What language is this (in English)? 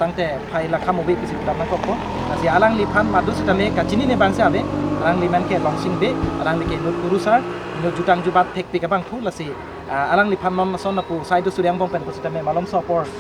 Karbi